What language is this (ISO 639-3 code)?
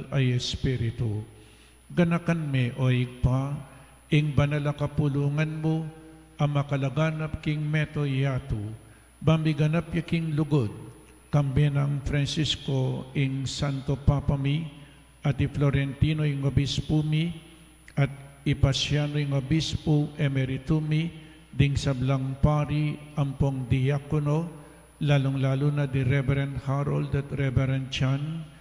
pam